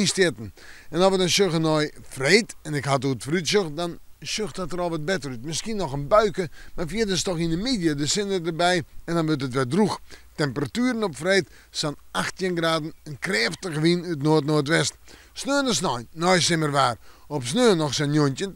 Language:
Western Frisian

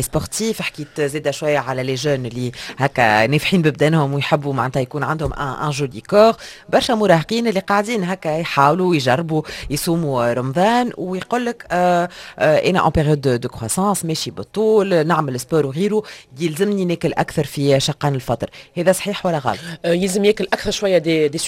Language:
Tunisian Arabic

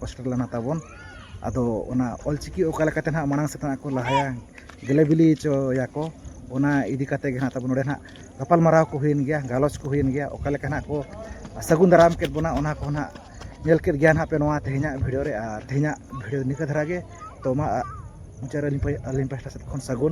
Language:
Santali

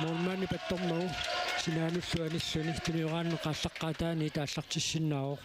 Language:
Kalaallisut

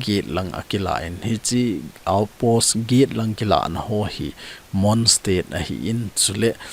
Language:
Thado Chin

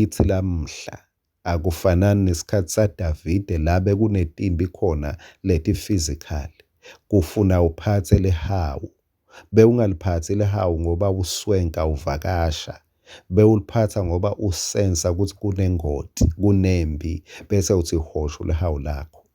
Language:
Swati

